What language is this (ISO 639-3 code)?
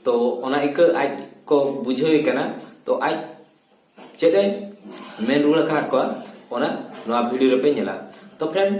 sat